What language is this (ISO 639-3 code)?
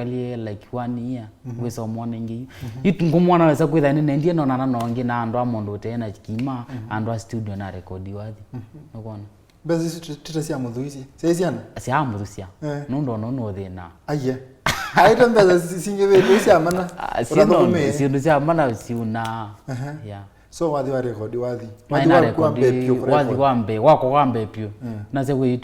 kam